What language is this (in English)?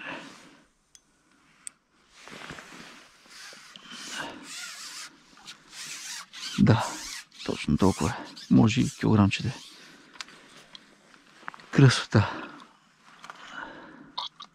Bulgarian